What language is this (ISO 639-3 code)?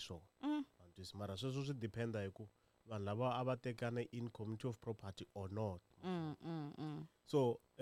tso